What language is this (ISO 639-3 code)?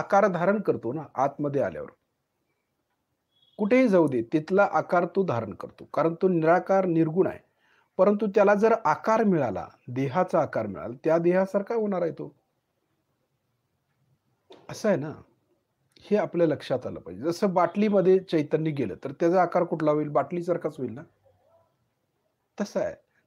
mar